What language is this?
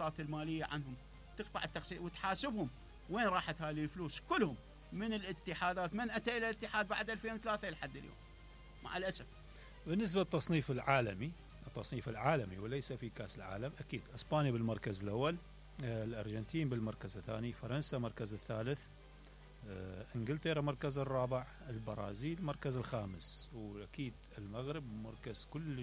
Mesopotamian Arabic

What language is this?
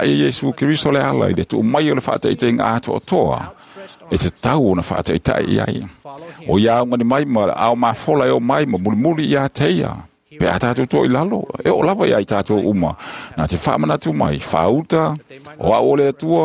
Samoan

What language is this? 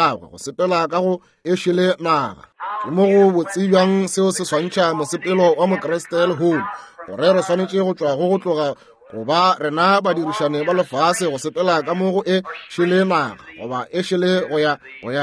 Northern Sotho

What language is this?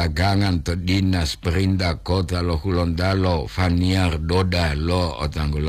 Gorontalo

